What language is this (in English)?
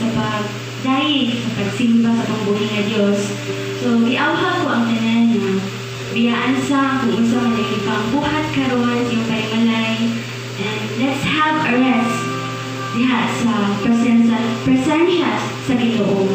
Cebuano